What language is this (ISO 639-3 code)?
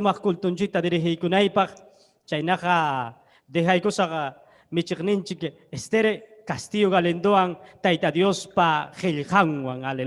quy